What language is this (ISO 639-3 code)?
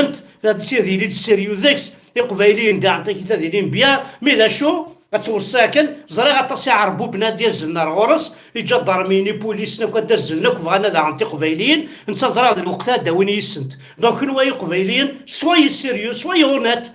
kab